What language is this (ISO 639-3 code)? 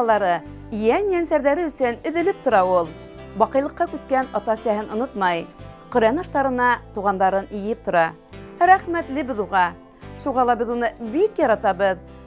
bak